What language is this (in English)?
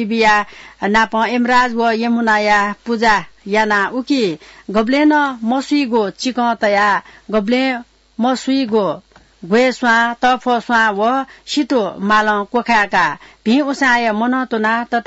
Newari